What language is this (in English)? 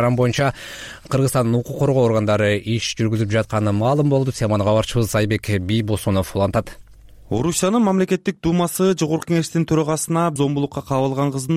Kyrgyz